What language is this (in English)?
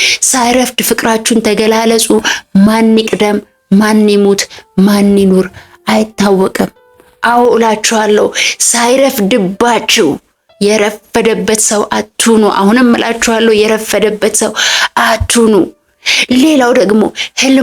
Amharic